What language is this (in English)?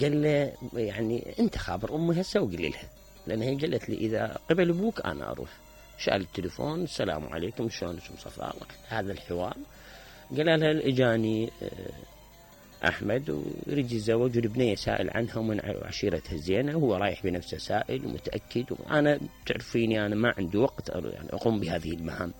Mesopotamian Arabic